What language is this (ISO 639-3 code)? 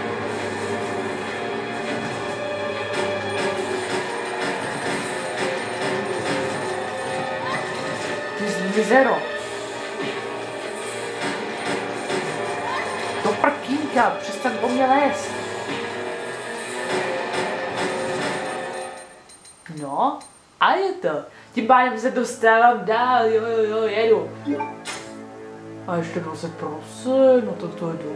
ces